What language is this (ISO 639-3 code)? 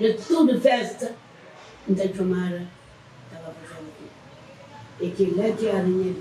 kea